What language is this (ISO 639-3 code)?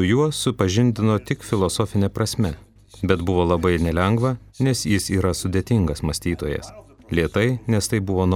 lit